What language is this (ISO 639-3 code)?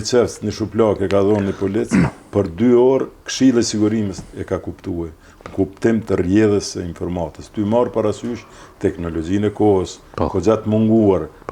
sqi